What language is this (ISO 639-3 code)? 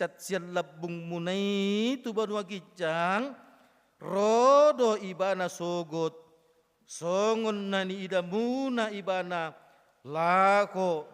bbc